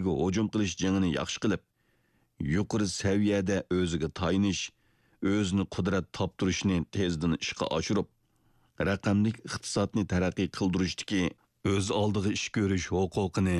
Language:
Uyghur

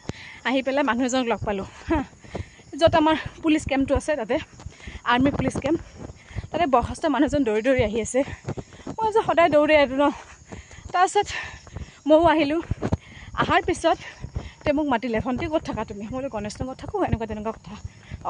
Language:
Assamese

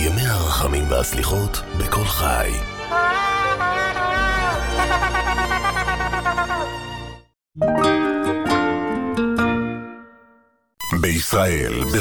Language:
Hebrew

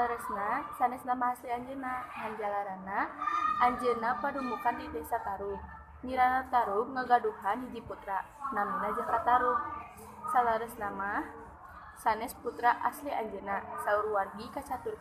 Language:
Sundanese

